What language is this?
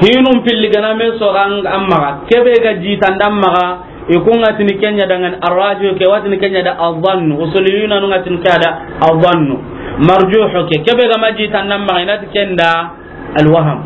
Soninke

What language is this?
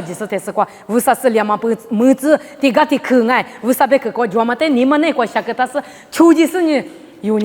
Lisu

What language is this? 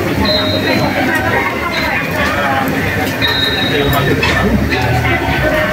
Thai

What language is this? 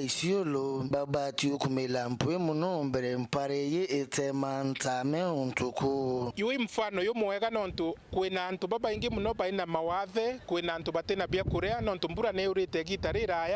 Meru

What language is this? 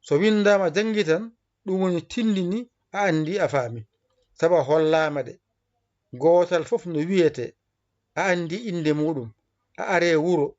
Fula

